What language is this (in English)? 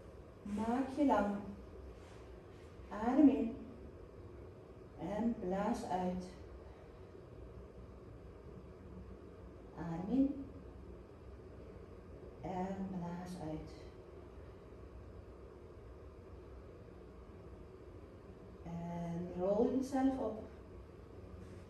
Dutch